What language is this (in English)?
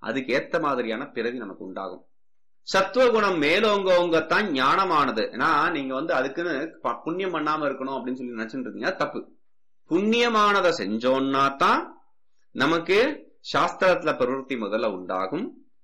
Tamil